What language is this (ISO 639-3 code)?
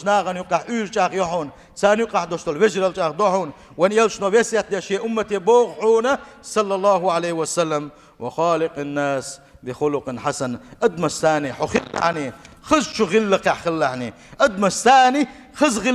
che